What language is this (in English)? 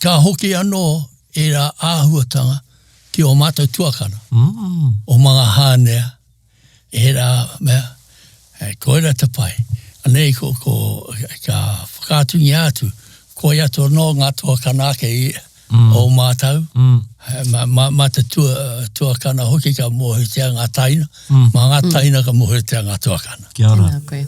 Māori